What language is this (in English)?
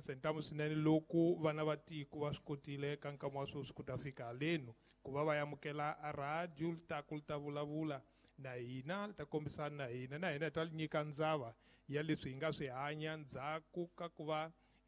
Tsonga